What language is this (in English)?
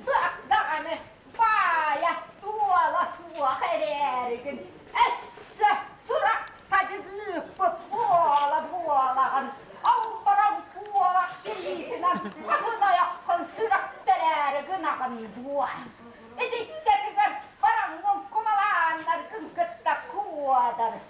Yakut